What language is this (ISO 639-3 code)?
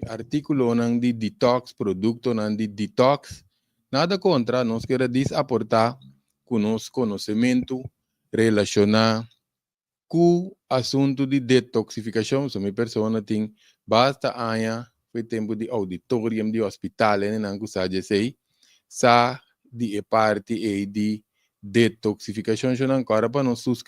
pap